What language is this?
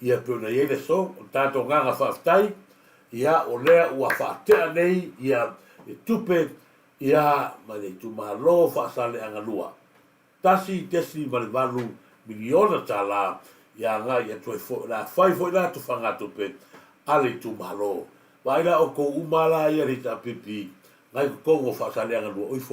Samoan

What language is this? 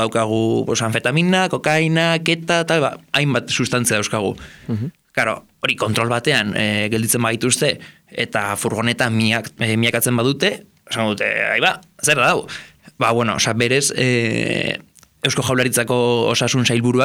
Basque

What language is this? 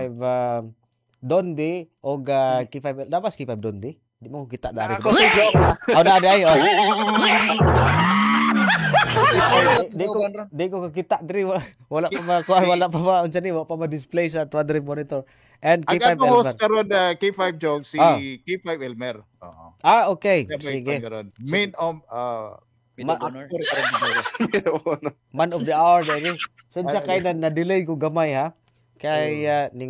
Cebuano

